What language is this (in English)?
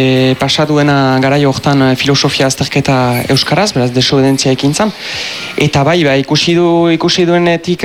Basque